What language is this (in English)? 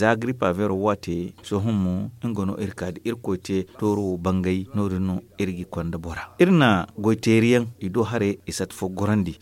Zarma